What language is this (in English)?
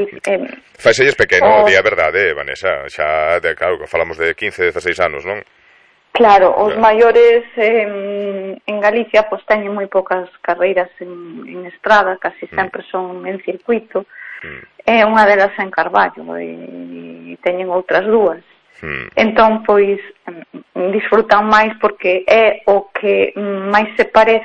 Galician